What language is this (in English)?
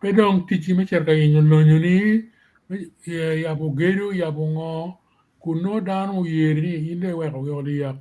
Acoli